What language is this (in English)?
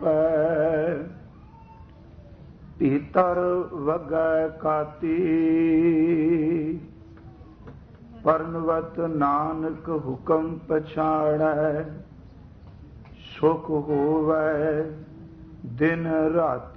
Punjabi